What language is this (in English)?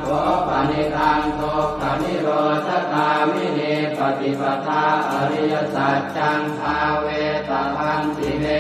Pali